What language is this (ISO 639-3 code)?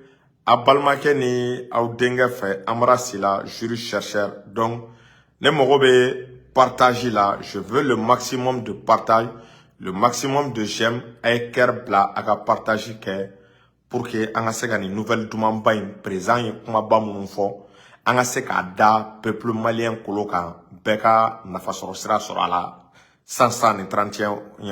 bam